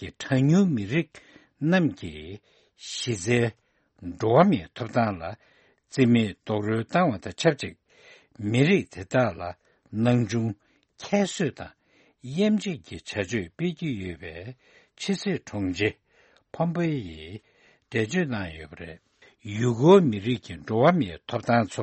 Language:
Tibetan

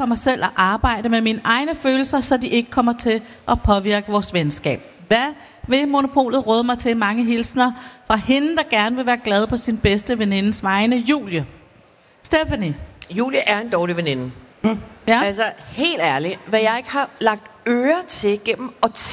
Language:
Danish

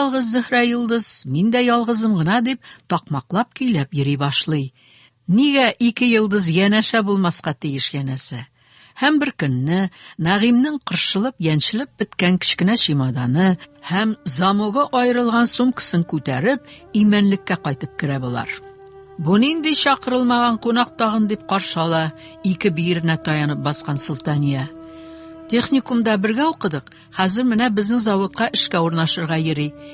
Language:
Tatar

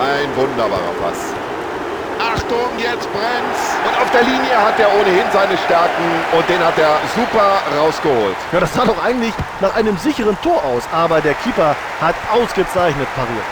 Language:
Bavarian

